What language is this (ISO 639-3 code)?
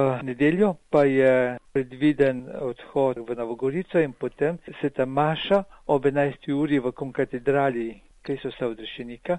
slv